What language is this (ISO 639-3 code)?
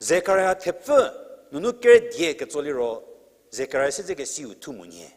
njm